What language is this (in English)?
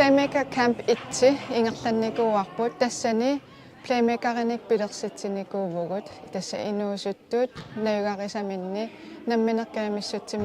Kalaallisut